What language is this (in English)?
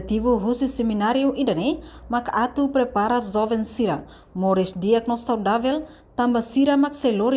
Tetum